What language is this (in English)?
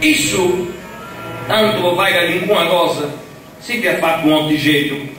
Sardinian